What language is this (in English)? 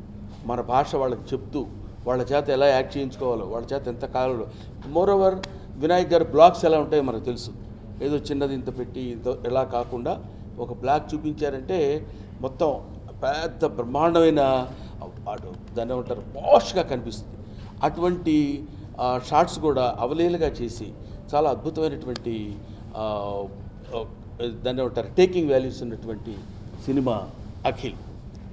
Telugu